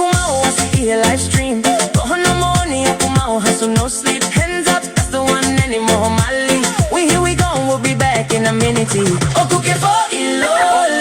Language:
Tongan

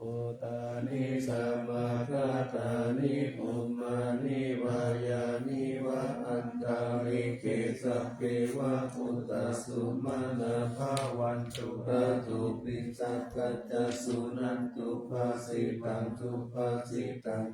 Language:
Pali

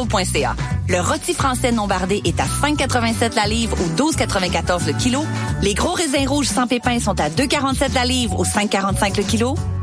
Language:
French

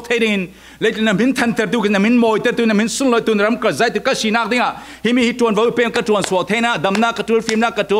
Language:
Falam Chin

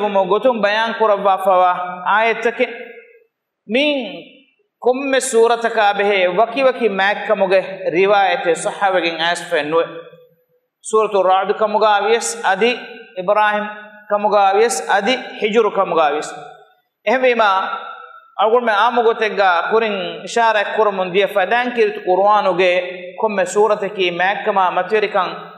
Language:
Divehi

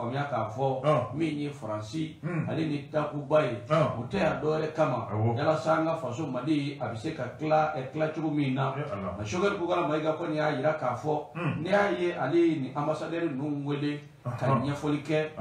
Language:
Bambara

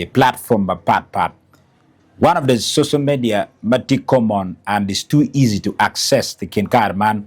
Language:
Acoli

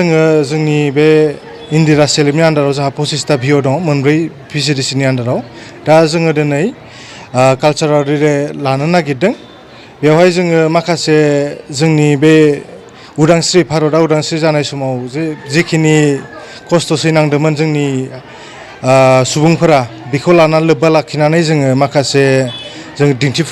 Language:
Bodo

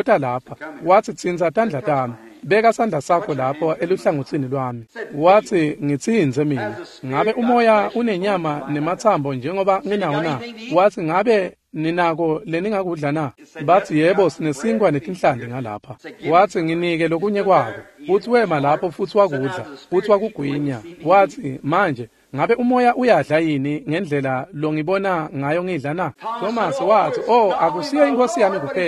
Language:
Swati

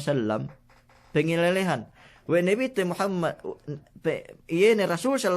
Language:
Yakan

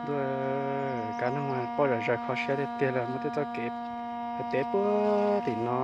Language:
Hmong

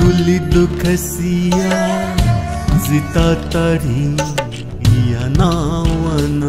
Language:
Newari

